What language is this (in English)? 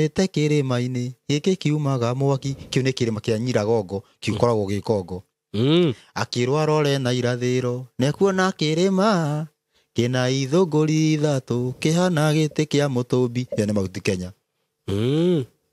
Kikuyu